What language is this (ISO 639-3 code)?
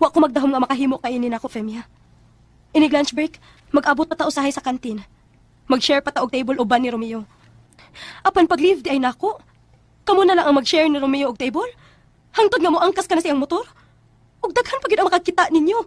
ceb